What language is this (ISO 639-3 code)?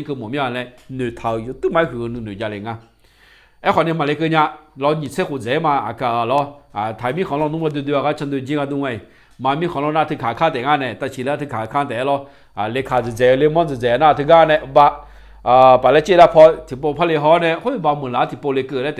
ahk